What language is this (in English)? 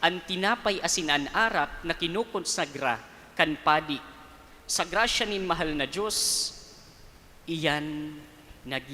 Bikol